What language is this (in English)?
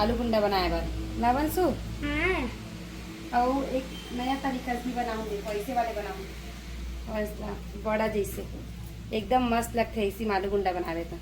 Chhattisgarhi